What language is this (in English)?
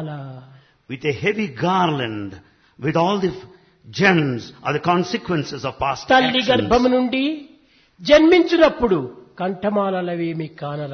Telugu